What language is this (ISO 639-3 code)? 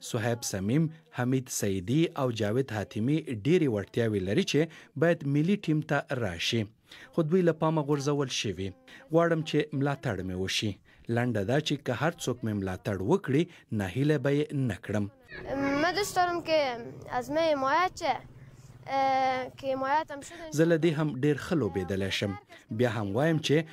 pus